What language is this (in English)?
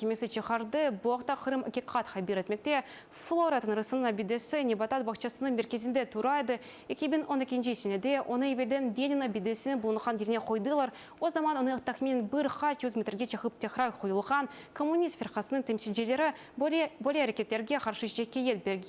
Crimean Tatar